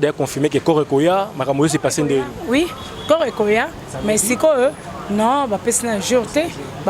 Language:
Lingala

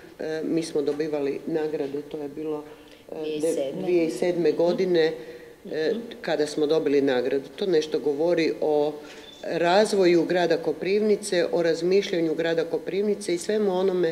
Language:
Croatian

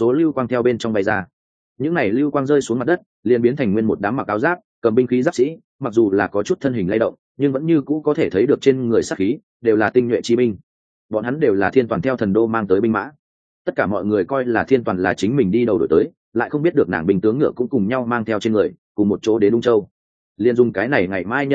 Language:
Vietnamese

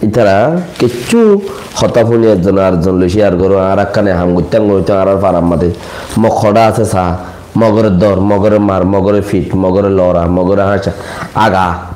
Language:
Rohingya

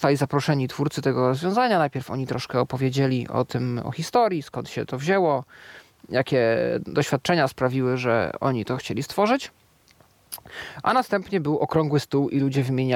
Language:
Polish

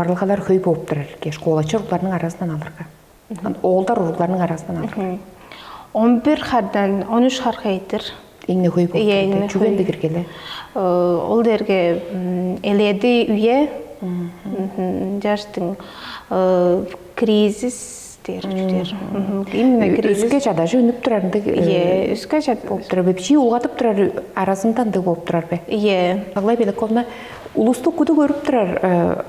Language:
Tuvinian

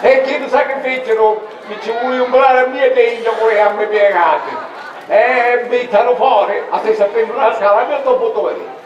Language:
Sicilian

